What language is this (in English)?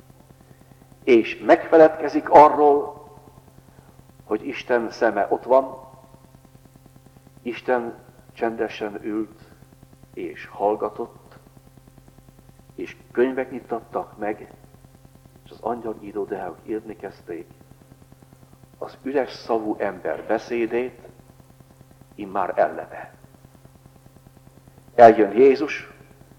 Hungarian